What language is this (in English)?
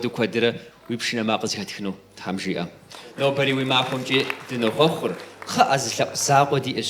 Kabardian